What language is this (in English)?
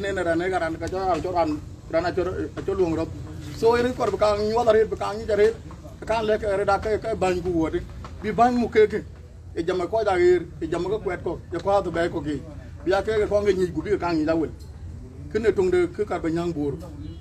Dinka